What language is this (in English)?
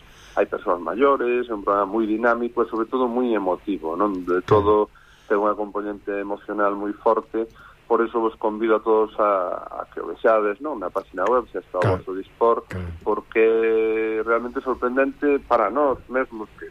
Galician